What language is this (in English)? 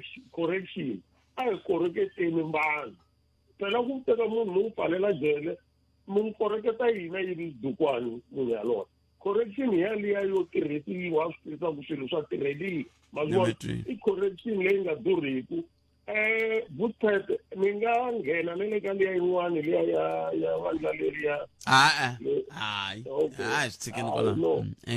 Tsonga